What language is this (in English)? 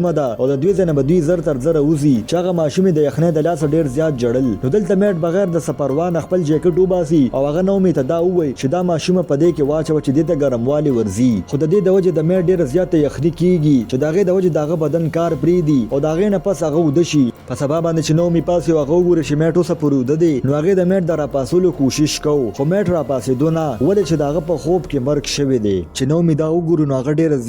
Pashto